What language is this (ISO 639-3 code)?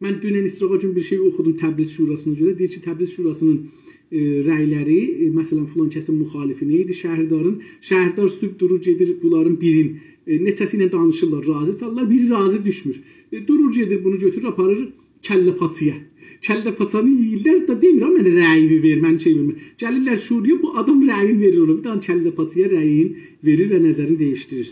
azb